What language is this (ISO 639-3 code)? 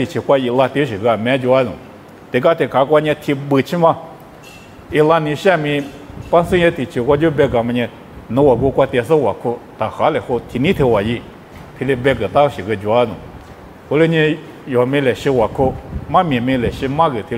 lis